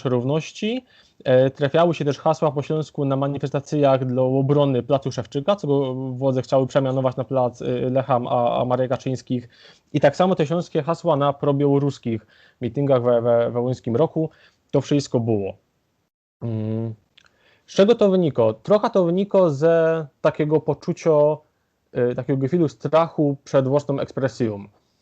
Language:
Silesian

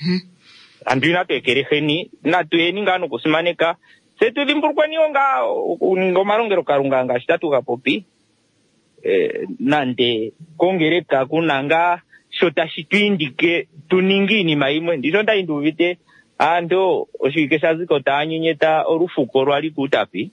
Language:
Kuanyama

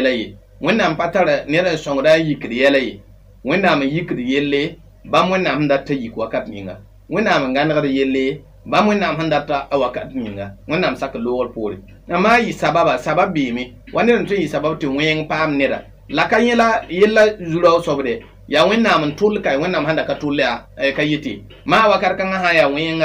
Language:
Mossi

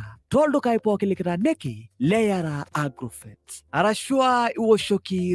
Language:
Masai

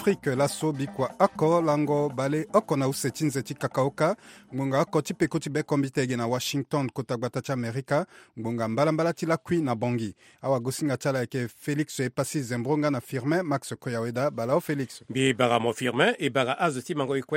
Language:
Sango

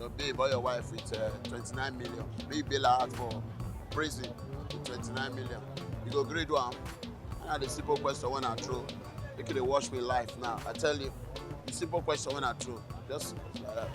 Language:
Nigerian Pidgin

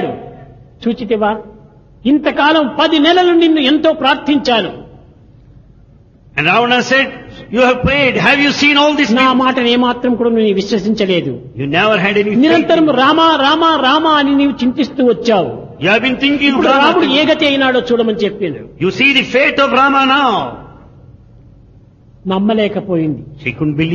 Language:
Telugu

